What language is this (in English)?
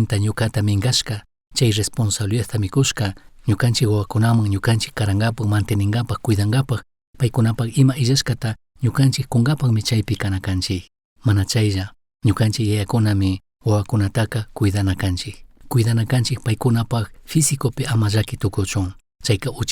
Chimborazo Highland Quichua